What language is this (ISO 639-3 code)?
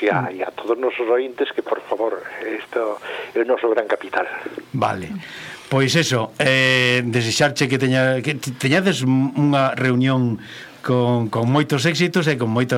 glg